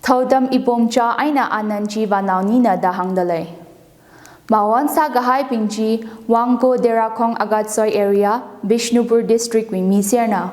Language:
Tangkhul Naga (India)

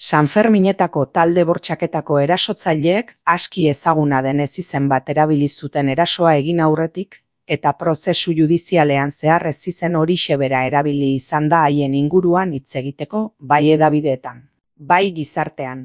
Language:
Basque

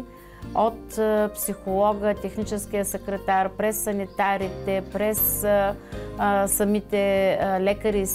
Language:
Bulgarian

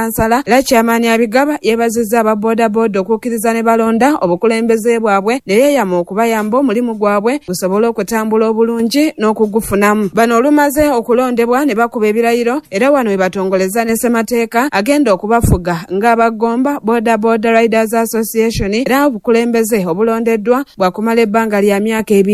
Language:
Ganda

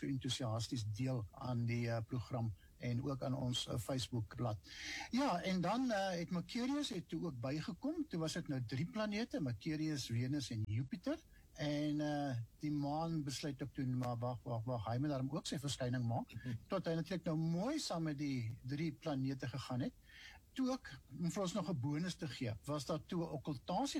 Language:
Afrikaans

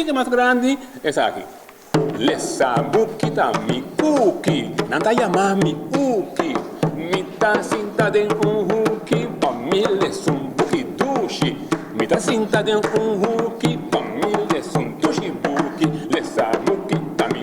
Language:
Papiamento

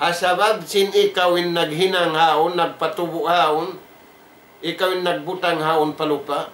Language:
Tausug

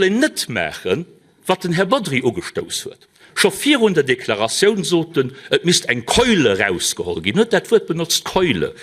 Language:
Luxembourgish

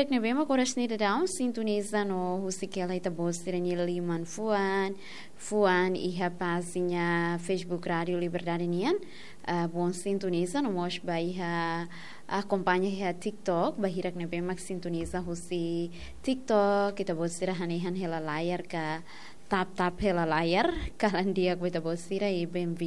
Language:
Tetum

